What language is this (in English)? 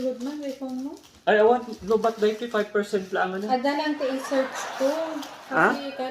Iloko